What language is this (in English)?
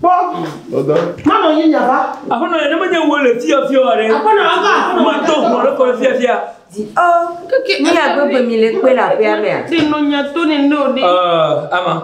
Ewe